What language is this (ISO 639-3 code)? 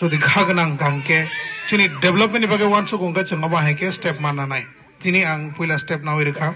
trp